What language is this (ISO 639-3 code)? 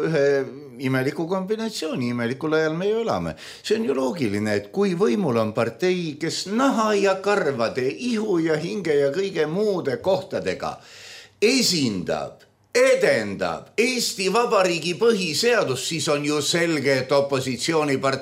est